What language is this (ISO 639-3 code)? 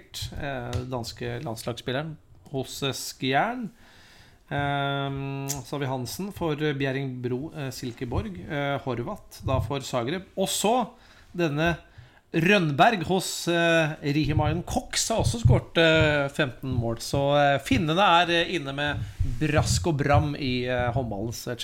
nor